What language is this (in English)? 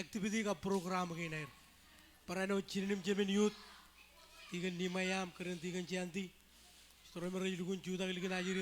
Marshallese